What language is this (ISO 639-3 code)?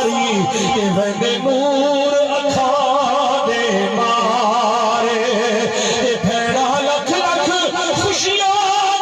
skr